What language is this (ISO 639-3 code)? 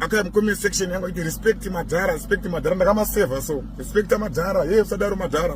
sna